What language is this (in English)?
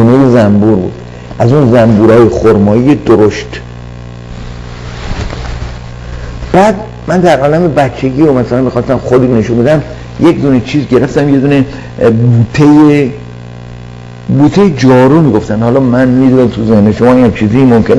Persian